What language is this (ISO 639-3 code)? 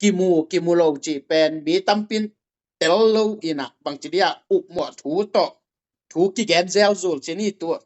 ctd